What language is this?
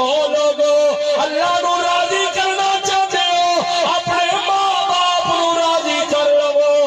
Saraiki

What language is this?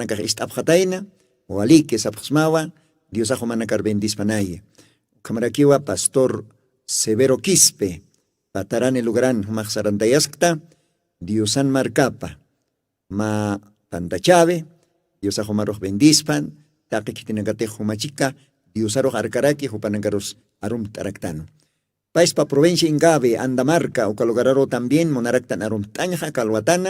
Aymara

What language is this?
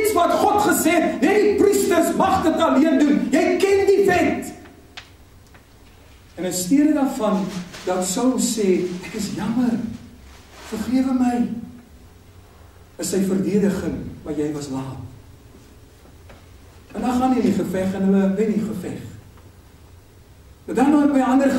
Afrikaans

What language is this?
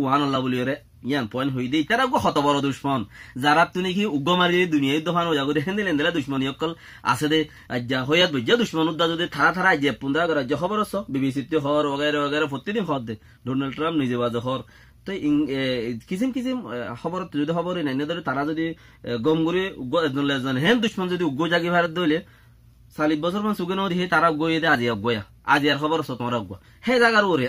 Rohingya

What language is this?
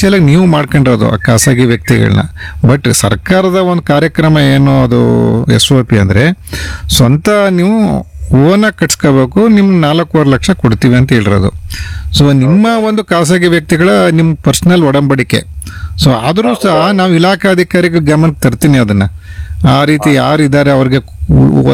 Kannada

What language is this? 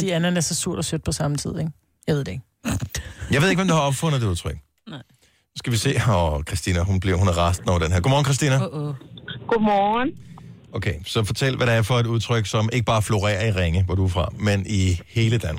Danish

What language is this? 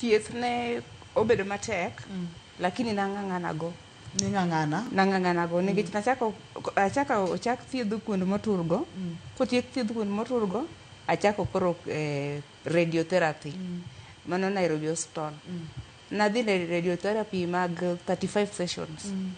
Luo (Kenya and Tanzania)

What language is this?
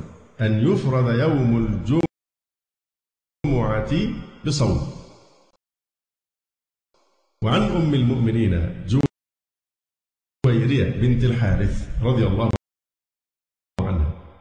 Arabic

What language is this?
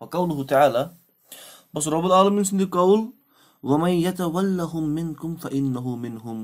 Kashmiri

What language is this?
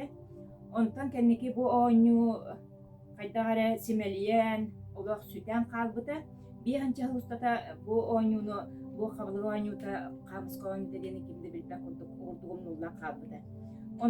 Yakut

